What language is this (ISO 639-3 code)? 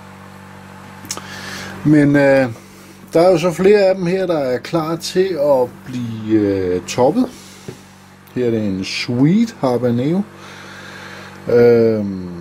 dan